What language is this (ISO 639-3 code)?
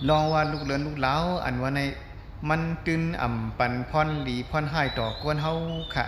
shn